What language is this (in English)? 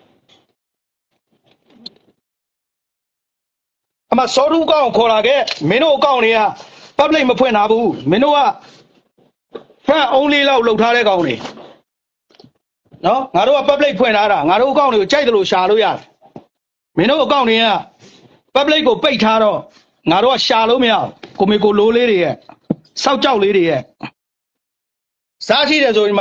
Burmese